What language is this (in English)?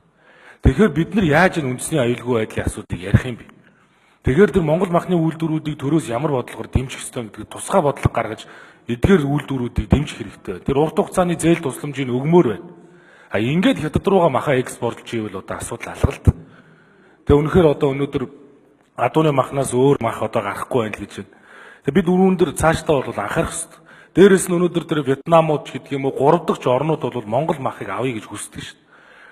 Mongolian